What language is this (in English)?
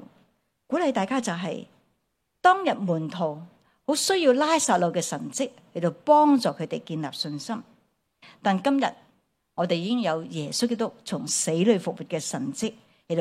Cantonese